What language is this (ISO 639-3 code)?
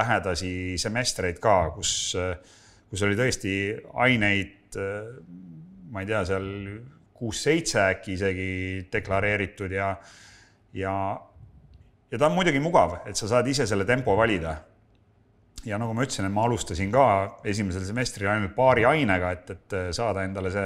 est